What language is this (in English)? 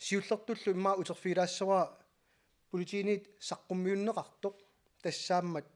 Kalaallisut